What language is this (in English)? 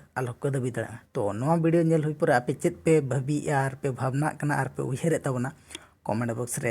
Santali